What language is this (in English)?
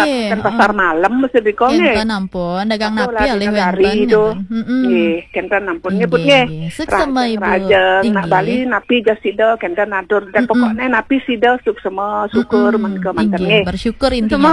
Balinese